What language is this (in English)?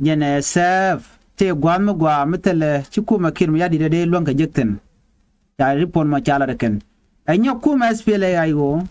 Nuer